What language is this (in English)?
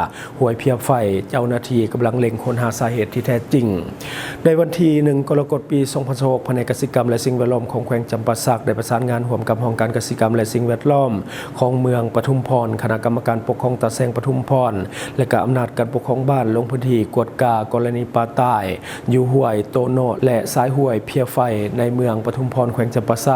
Lao